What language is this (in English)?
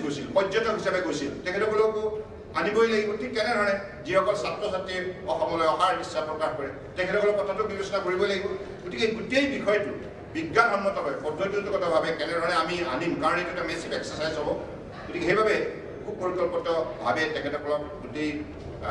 Assamese